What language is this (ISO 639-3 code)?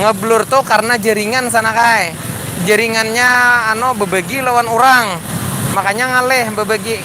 bjn